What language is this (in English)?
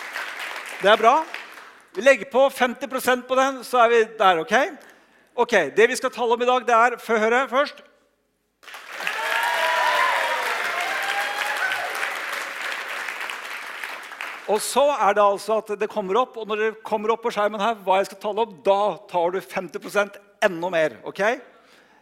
Norwegian